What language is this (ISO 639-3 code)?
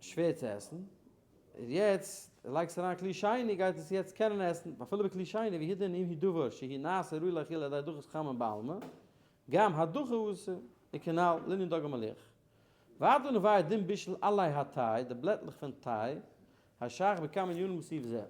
yid